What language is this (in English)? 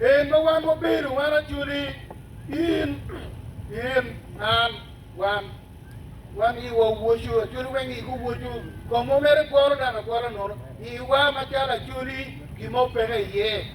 Acoli